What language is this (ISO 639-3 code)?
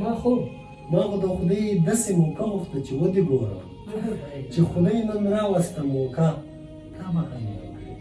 pus